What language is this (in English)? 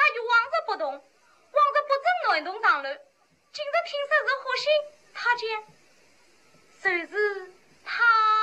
Wu Chinese